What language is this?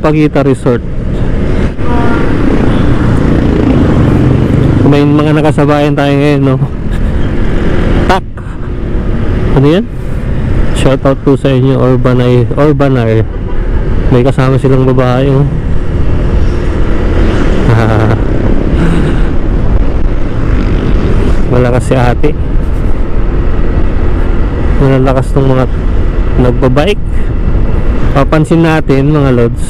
Filipino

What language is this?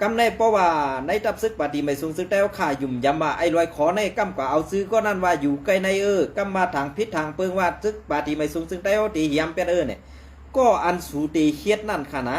Shan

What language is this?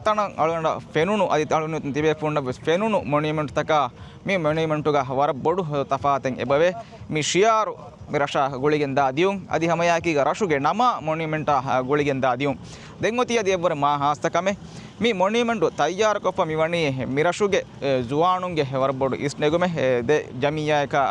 Divehi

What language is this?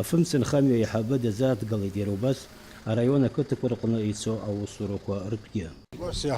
Abkhazian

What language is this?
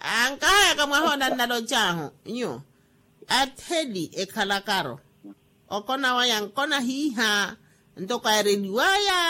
Makhuwa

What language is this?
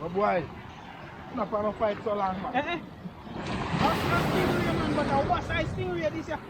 Jamaican Creole English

